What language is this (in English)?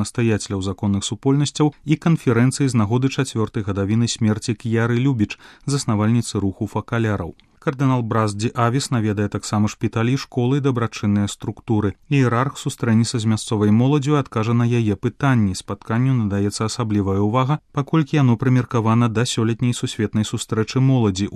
Belarusian